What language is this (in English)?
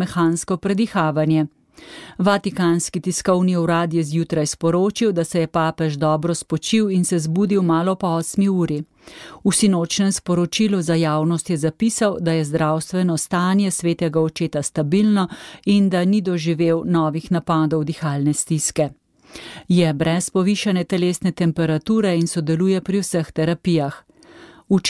Slovenian